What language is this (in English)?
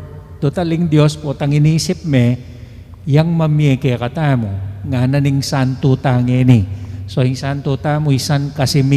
Pampanga